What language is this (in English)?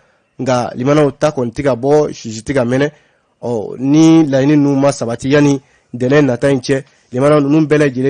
Bambara